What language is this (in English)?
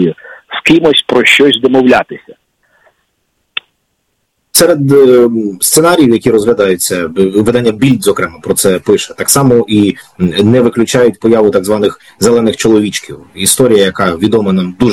Ukrainian